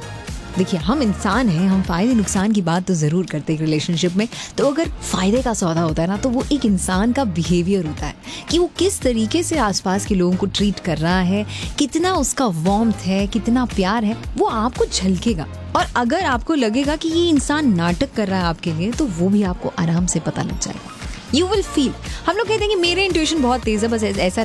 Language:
Hindi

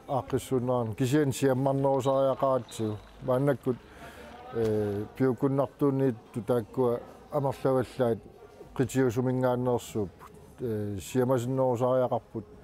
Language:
Kalaallisut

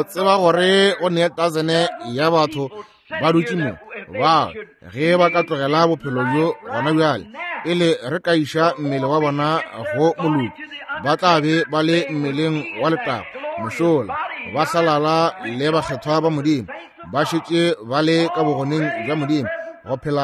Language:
Northern Sotho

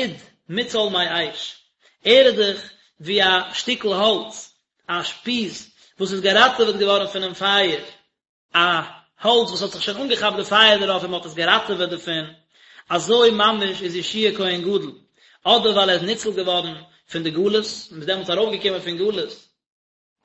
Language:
Yiddish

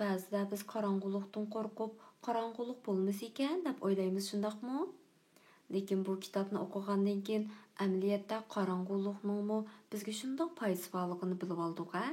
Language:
Uyghur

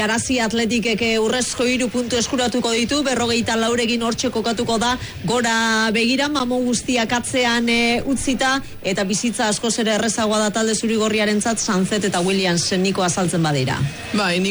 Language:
Basque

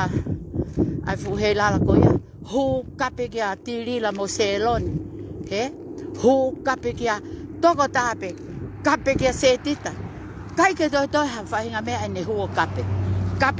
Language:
Tongan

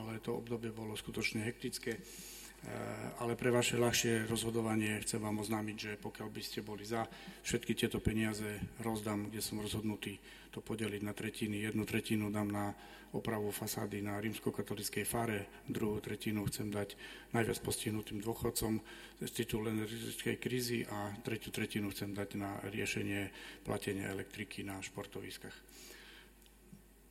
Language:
Slovak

